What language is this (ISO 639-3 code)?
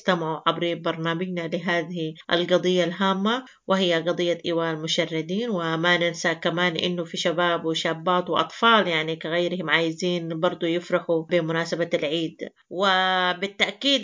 apd